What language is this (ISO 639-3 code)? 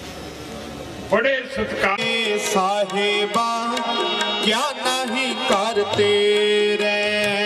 pan